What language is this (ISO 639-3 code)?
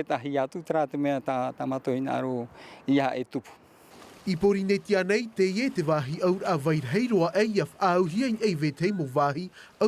tah